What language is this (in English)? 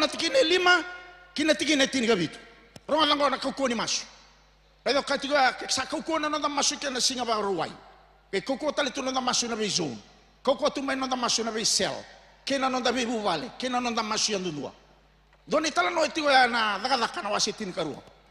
Fijian